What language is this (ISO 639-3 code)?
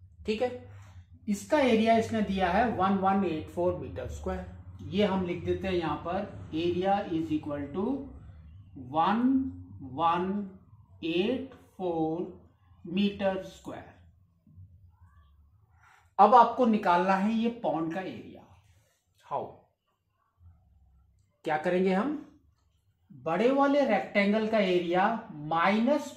hin